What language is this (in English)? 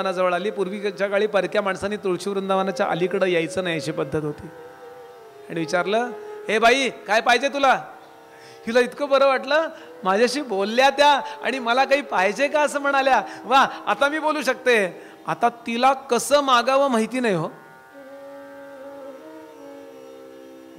Marathi